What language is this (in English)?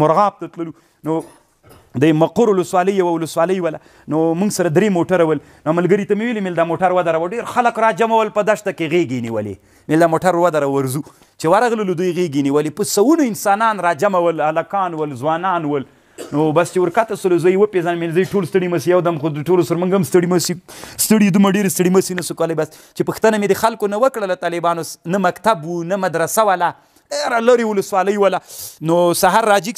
Pashto